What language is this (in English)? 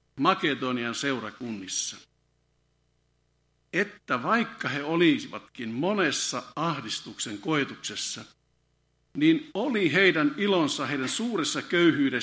Finnish